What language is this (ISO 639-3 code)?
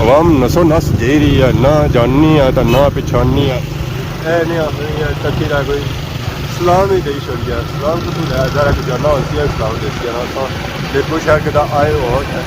phr